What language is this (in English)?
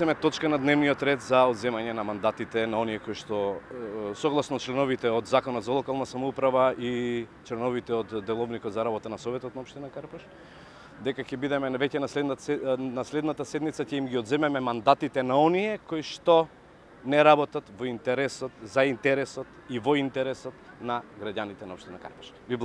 Macedonian